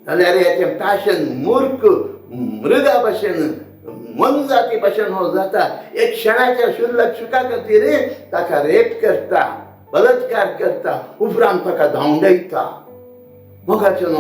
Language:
Konkani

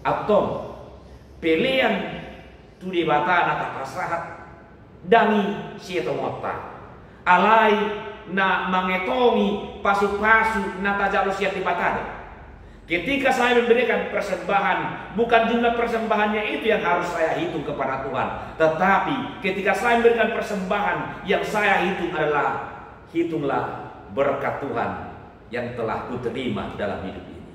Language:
Batak Toba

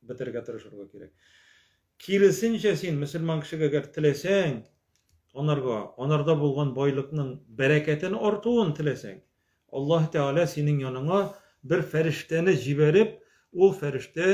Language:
Tatar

